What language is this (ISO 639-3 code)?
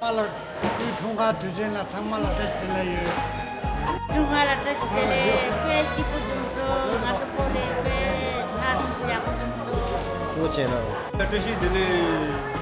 bod